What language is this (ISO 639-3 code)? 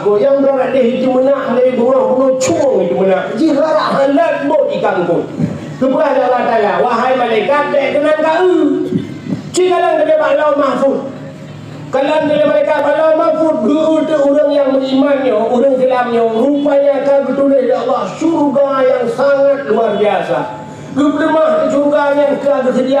ace